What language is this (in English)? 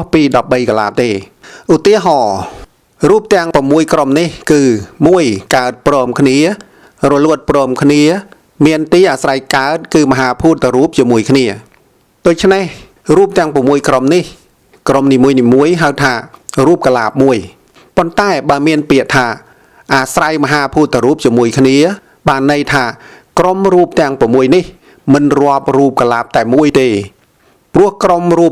Khmer